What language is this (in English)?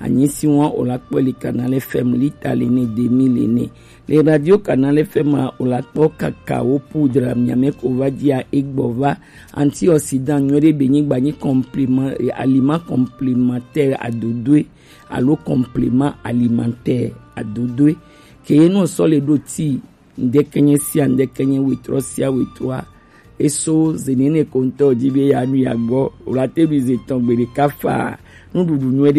Gen